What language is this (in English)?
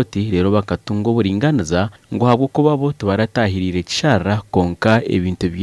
Nyankole